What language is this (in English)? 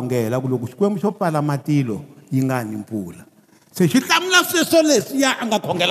Tsonga